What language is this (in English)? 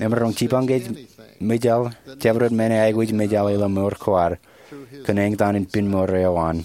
Marshallese